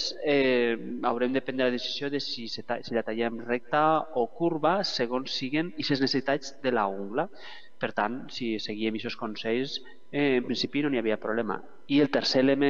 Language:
Catalan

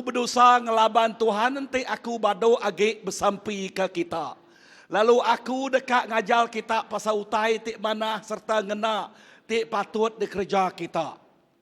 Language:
Iban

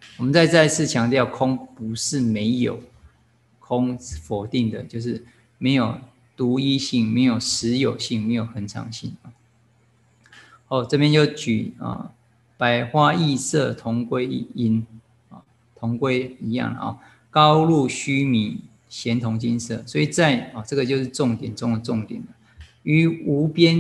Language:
Chinese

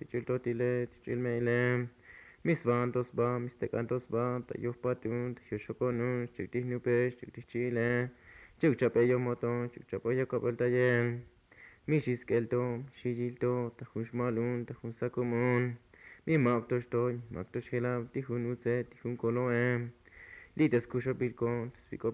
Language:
Tzotzil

